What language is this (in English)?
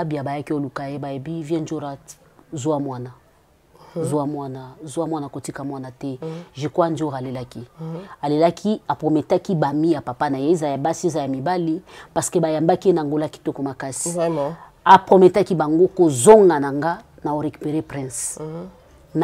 Lingala